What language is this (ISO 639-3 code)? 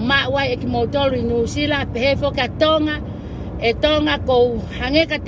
ton